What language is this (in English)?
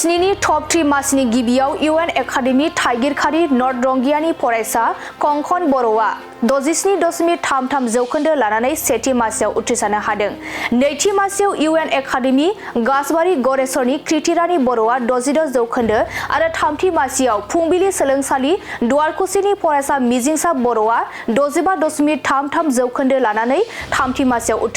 Bodo